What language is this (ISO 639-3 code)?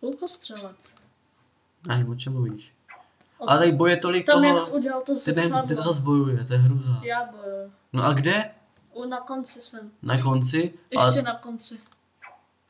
ces